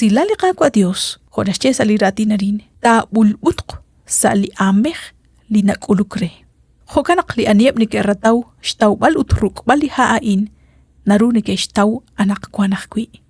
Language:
Kekchí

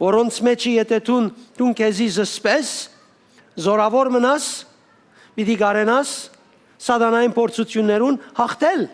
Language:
Western Armenian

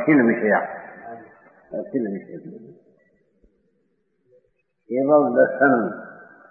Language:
Gujarati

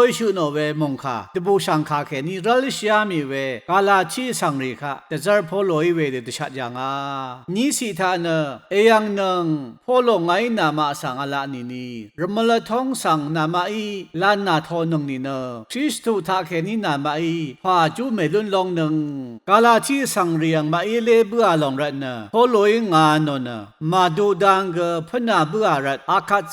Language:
Rawang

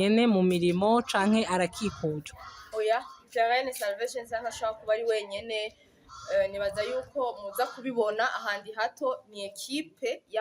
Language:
Rundi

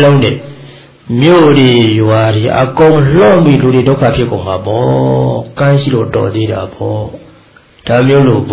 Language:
Burmese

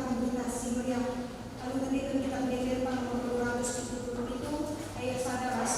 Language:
Batak Karo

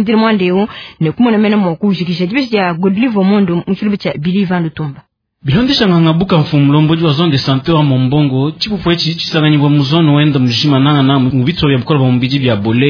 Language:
Luba-Lulua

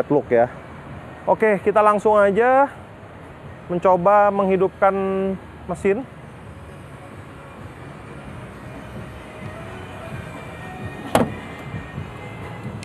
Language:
Indonesian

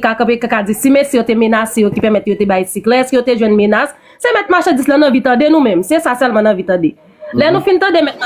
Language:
Haitian Creole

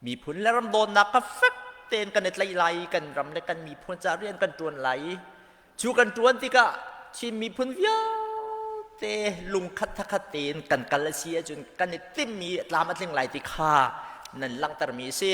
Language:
Hakha Chin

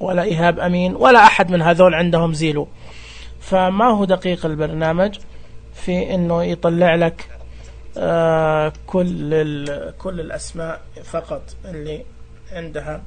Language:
Najdi Arabic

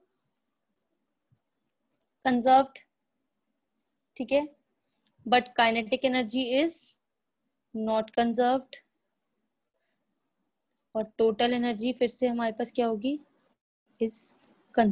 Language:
Hindi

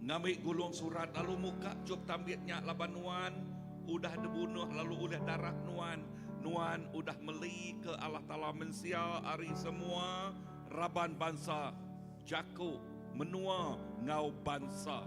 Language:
Iban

